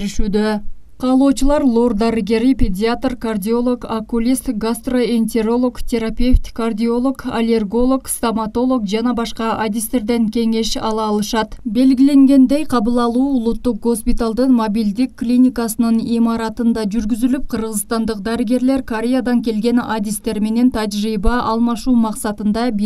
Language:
Kyrgyz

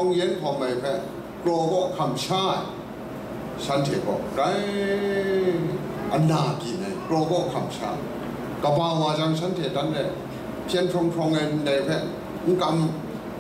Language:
Kachin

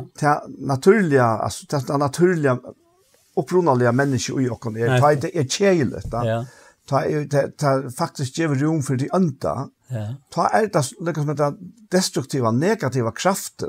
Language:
Faroese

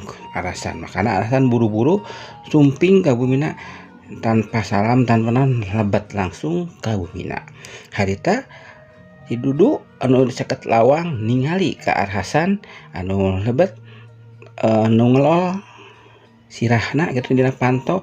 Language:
Sundanese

